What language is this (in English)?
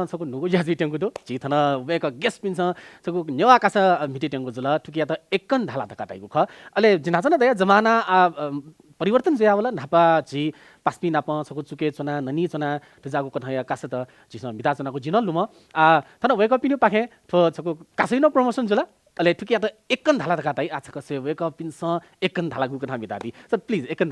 Newari